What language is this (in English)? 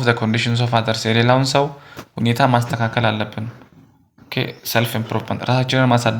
Amharic